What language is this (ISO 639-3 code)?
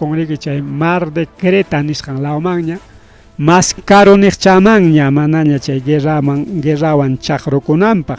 quy